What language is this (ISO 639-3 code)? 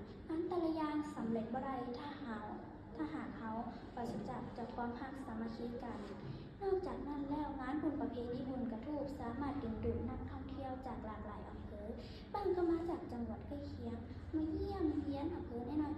lao